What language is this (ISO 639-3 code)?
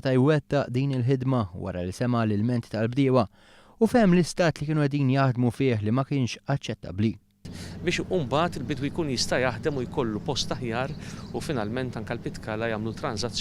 mlt